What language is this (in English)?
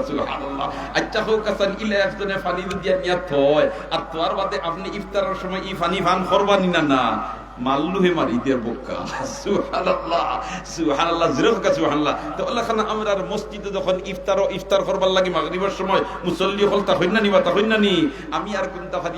Sylheti